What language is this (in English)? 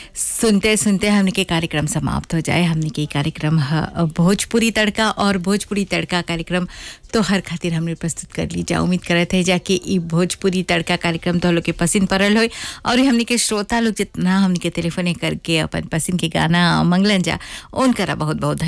Bhojpuri